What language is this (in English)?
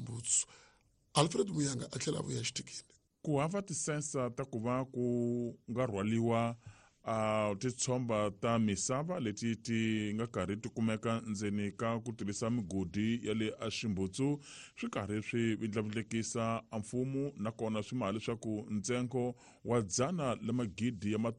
Tsonga